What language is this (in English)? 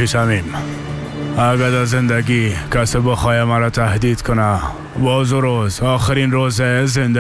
Persian